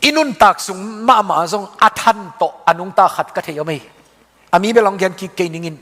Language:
Tedim Chin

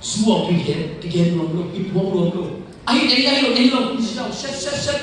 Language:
Tedim Chin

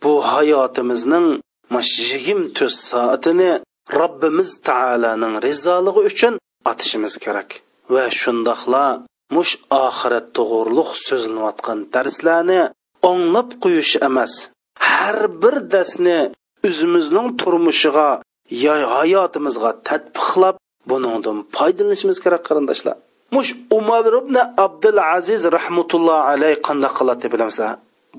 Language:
Uyghur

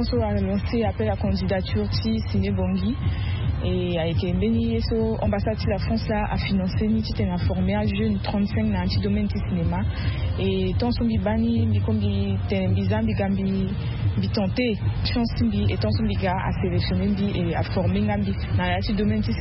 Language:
Sango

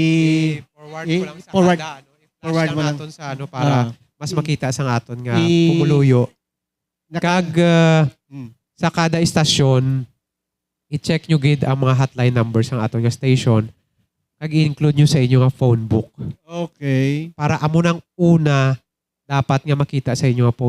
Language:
Hiligaynon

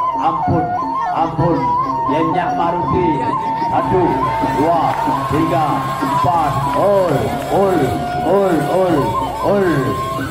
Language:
Balinese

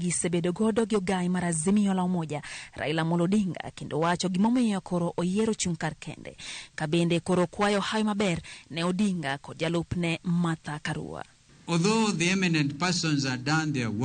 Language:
Luo (Kenya and Tanzania)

